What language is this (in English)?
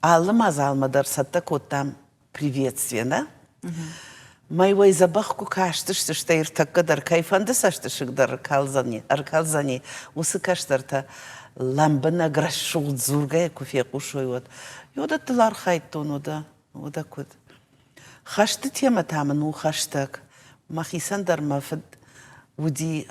Ossetic